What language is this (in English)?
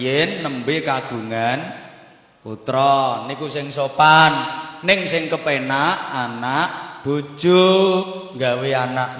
Javanese